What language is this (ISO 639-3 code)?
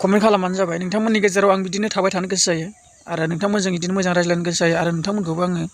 brx